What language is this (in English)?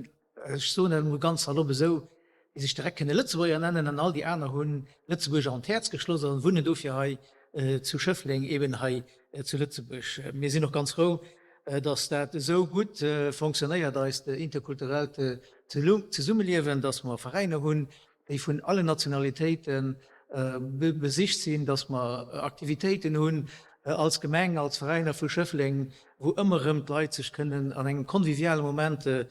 Luxembourgish